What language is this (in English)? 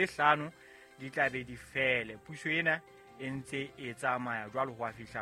Southern Sotho